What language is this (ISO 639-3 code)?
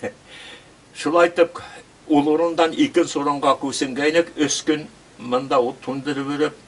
bak